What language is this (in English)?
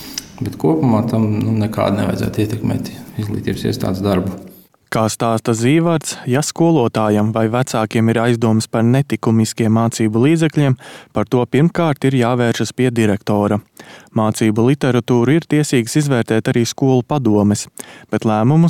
Latvian